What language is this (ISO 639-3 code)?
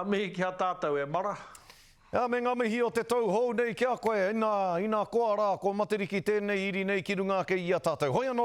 mri